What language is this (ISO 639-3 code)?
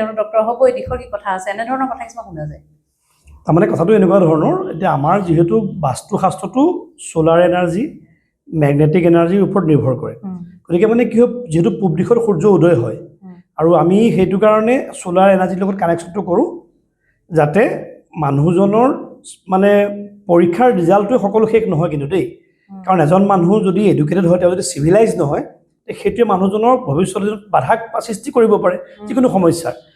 asm